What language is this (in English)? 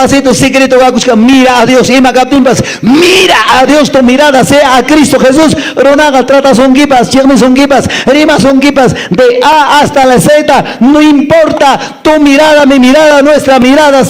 Quechua